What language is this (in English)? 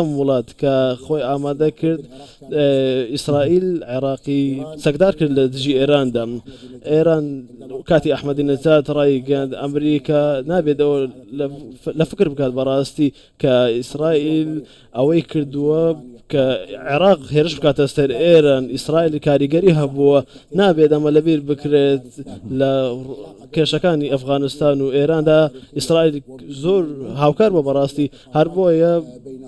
Central Kurdish